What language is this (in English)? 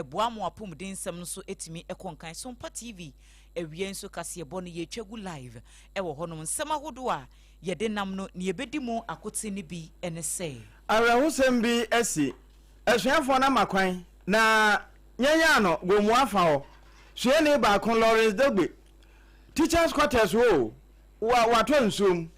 Akan